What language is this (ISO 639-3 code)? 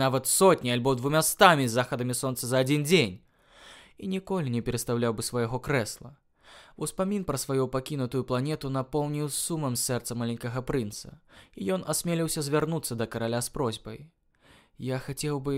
bel